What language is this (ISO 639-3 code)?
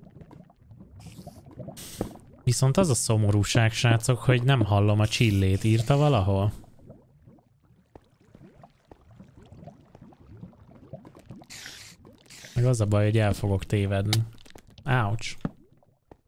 hun